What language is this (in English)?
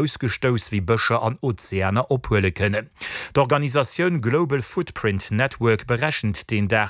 Luxembourgish